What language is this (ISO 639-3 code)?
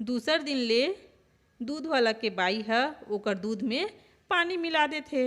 hne